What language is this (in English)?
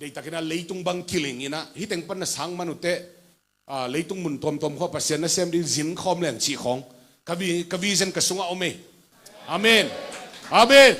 Tedim Chin